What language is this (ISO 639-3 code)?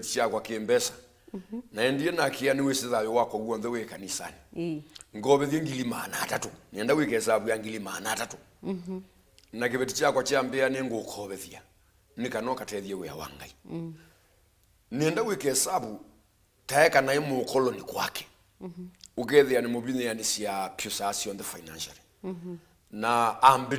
kam